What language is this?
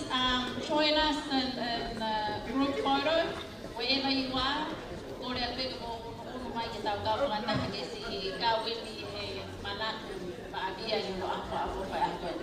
Tongan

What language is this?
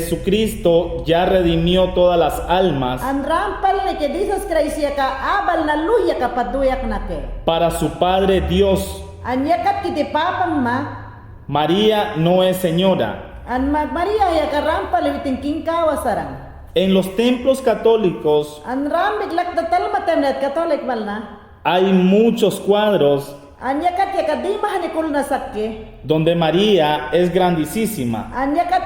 Mayangna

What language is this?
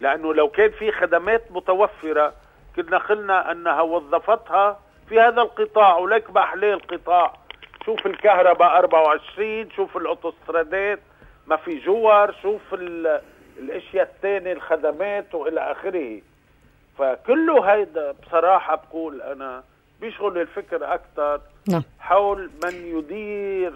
North Levantine Arabic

